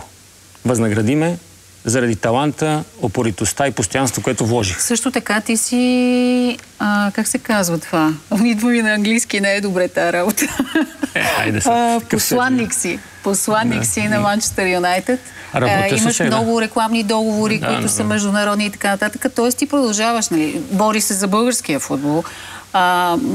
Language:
Bulgarian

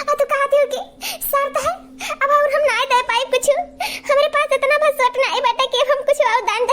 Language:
Awadhi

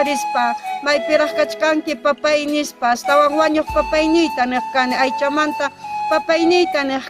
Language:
Ayacucho Quechua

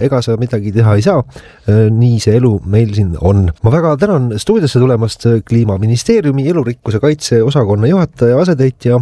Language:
Estonian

